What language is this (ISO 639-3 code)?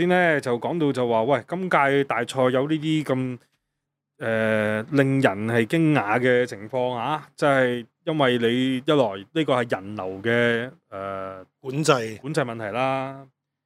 yue